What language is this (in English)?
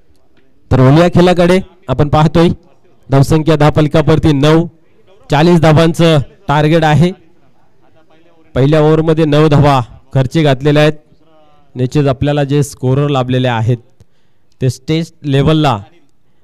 Marathi